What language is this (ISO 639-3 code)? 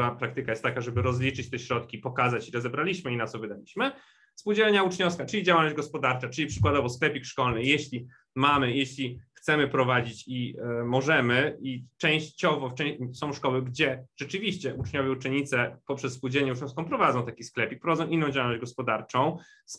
pol